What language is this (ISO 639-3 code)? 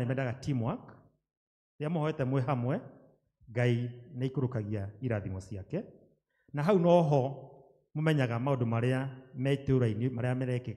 kik